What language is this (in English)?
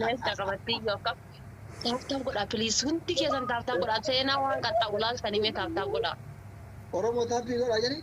Oromo